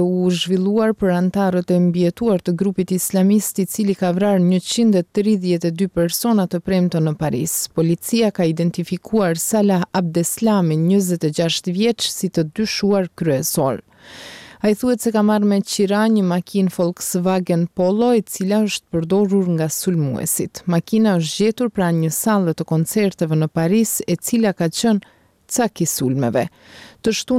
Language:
Albanian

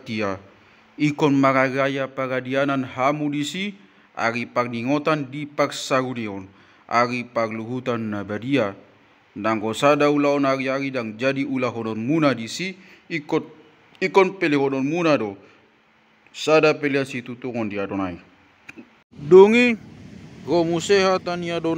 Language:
Batak Toba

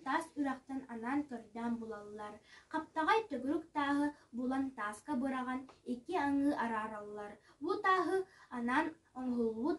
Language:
Yakut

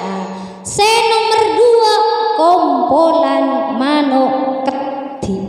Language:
Madurese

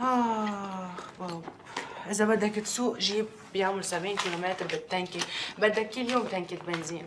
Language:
North Levantine Arabic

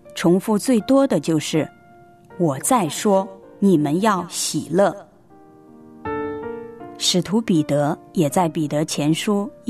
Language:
Chinese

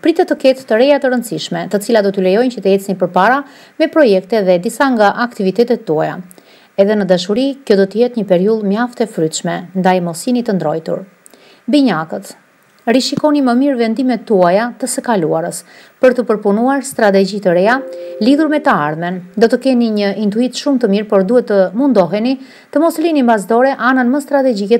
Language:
Albanian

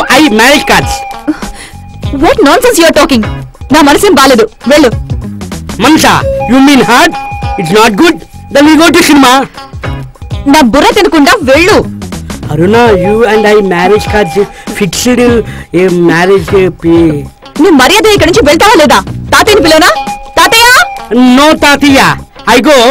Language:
Telugu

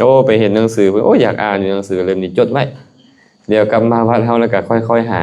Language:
Lao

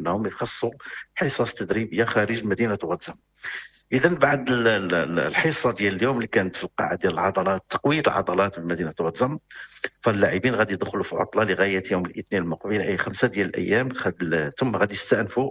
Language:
Moroccan Arabic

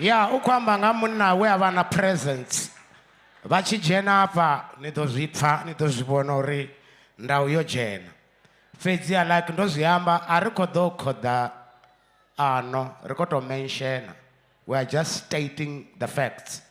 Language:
Venda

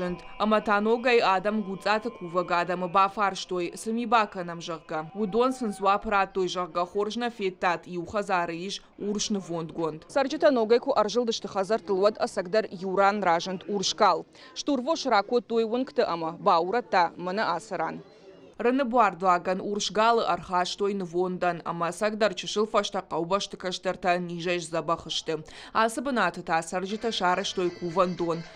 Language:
Ossetic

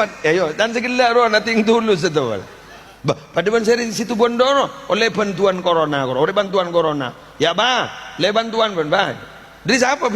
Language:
Madurese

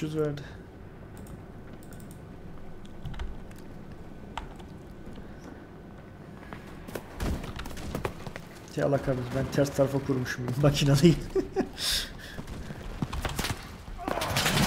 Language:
Turkish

